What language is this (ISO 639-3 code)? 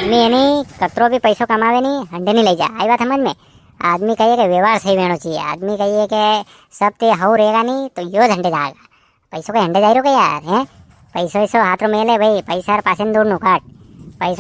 raj